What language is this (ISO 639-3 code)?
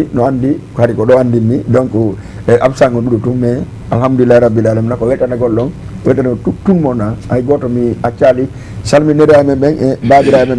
ful